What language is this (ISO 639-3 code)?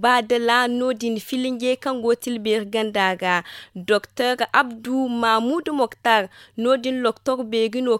dje